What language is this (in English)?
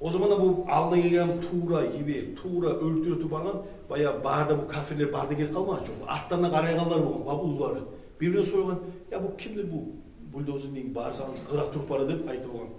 Kumyk